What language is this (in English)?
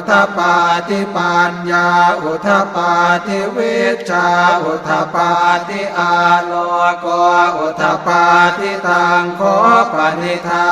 Pali